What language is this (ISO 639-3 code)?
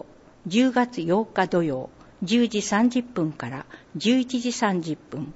jpn